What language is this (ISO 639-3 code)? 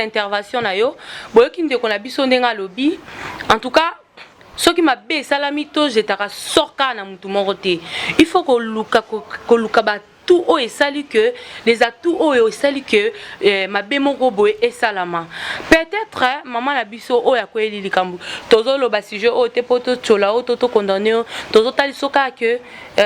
lin